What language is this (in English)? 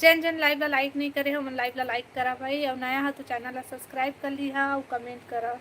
Chhattisgarhi